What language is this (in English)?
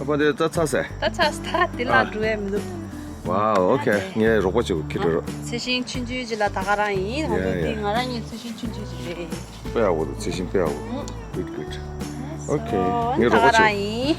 Tibetan